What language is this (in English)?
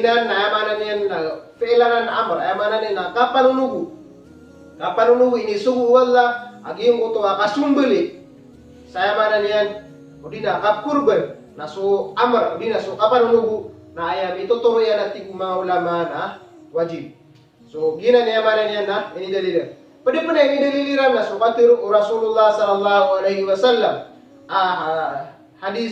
Maranao